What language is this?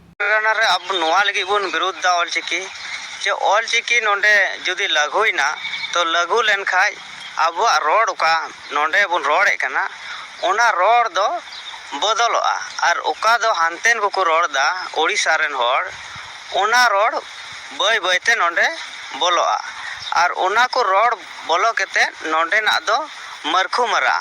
Santali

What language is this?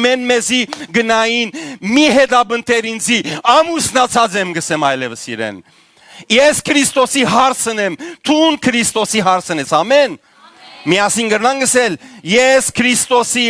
Western Armenian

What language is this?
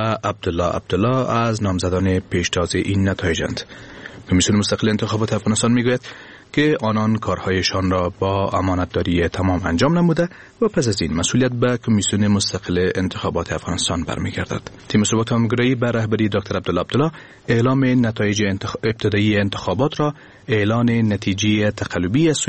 Persian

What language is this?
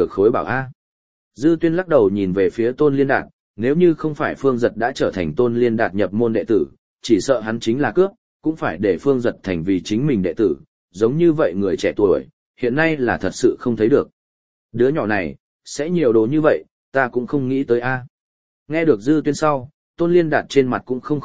Vietnamese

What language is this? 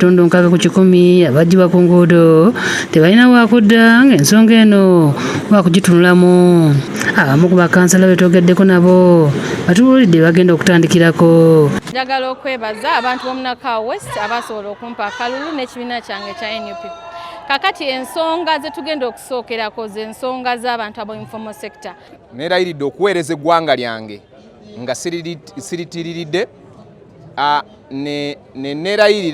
Ganda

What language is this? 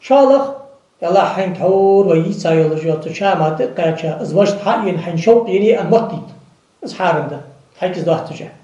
Ingush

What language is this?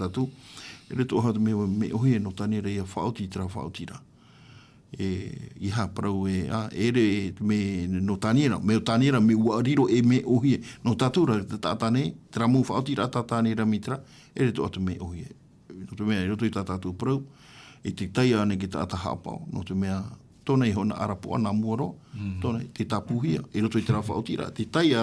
Tahitian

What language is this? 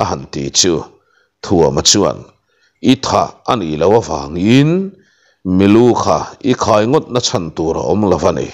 Mizo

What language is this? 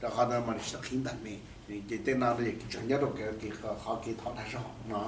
Hmong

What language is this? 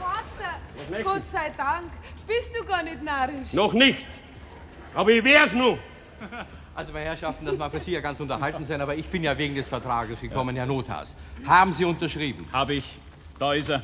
Bavarian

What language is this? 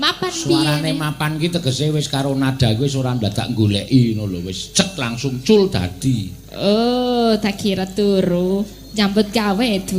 Javanese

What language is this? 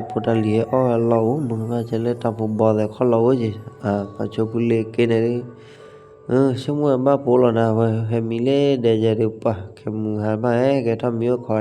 S'gaw Karen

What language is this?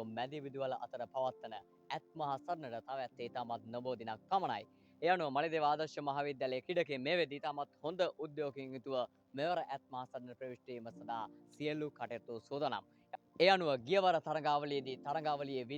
Sinhala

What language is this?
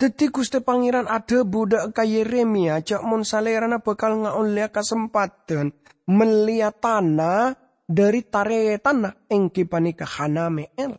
Madurese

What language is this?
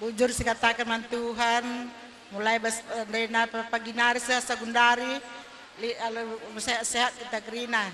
Batak Karo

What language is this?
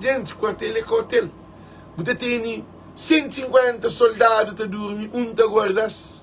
Kabuverdianu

